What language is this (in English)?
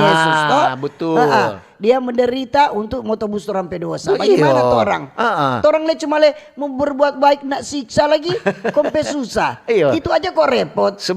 Manado Malay